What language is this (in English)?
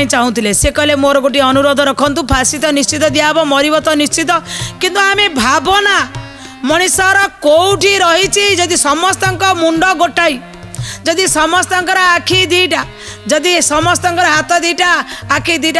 Odia